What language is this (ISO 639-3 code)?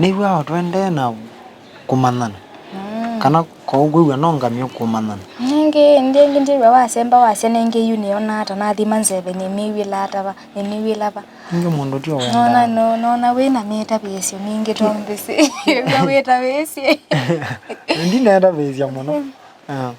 kam